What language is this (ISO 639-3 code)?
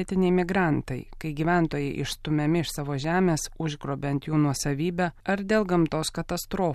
lit